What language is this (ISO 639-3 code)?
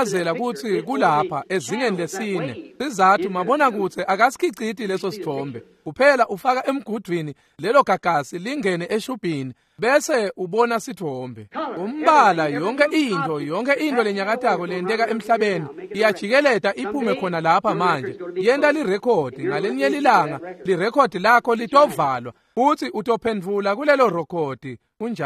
ssw